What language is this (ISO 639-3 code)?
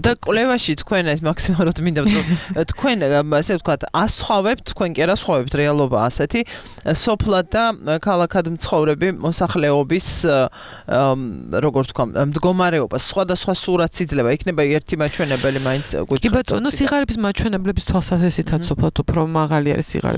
kat